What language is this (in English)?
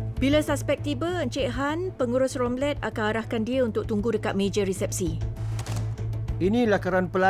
Malay